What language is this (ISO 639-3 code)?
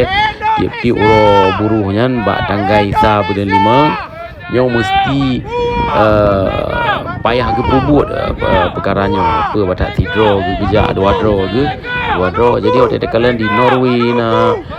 ace